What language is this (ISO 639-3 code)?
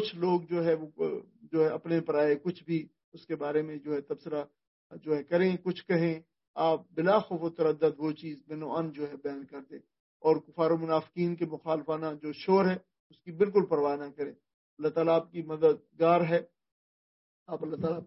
urd